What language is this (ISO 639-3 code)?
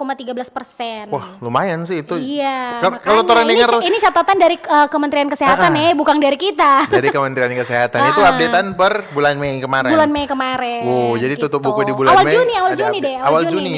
xmm